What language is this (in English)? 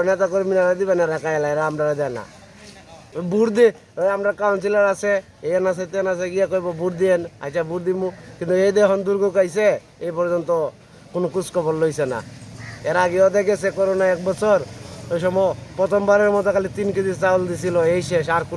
Sylheti